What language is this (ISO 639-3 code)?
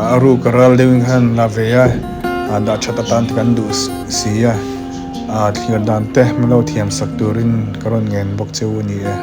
lus